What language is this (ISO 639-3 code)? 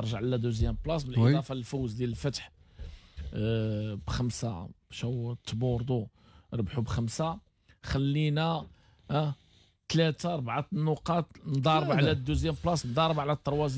ary